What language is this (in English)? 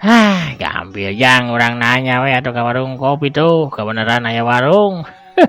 Sundanese